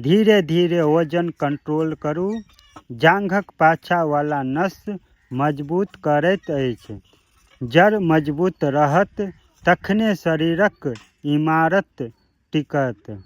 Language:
Maithili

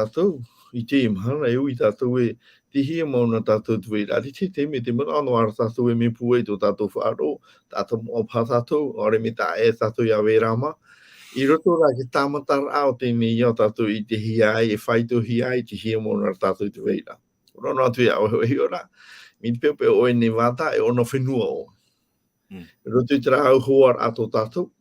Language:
Tahitian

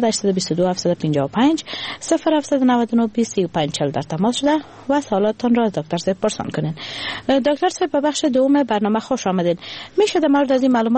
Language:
Persian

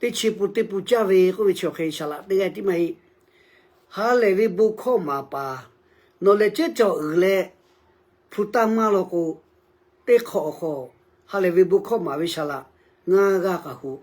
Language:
Lahu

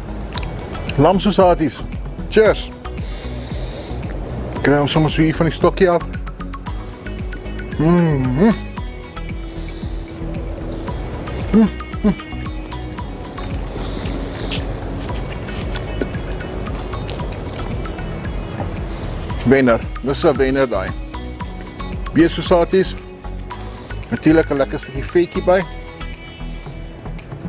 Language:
Afrikaans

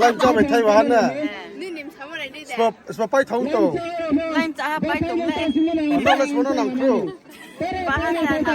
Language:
Riang (India)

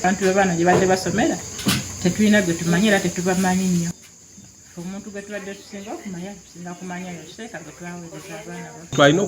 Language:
Ganda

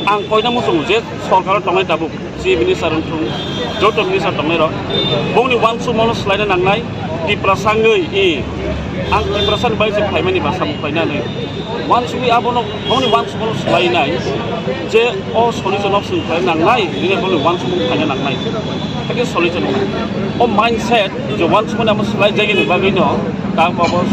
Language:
Kok Borok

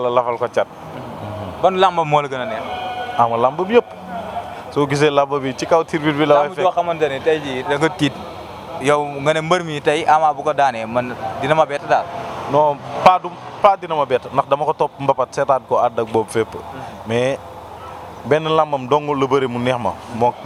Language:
Wolof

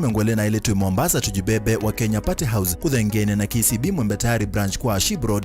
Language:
Kamba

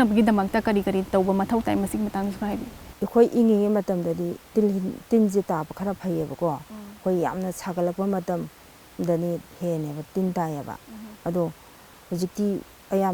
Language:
Manipuri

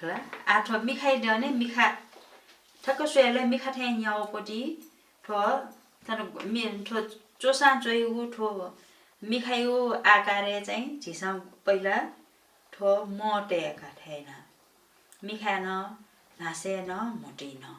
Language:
Newari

